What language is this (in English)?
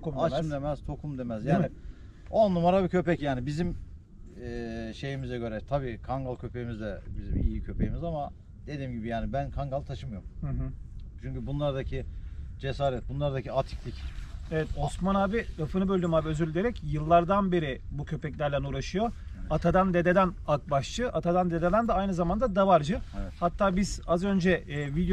Turkish